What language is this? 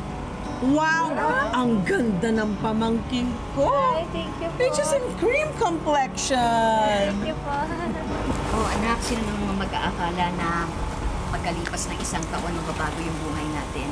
Filipino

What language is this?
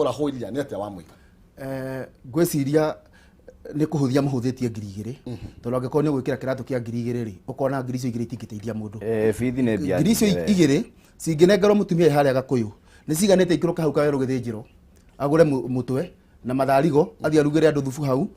Kikuyu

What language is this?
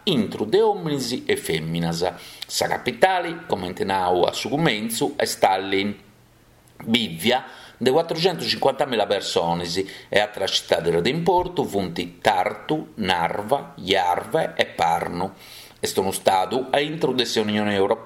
Sardinian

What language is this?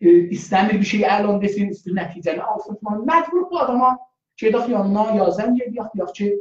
South Azerbaijani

